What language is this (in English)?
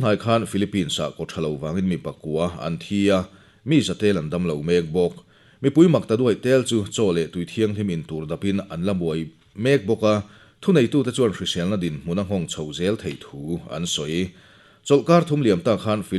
Mizo